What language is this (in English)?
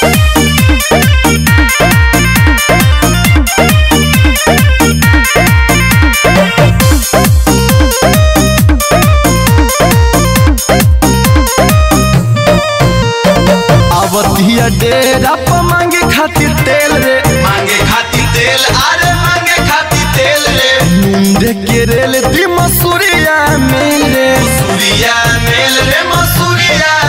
Bhojpuri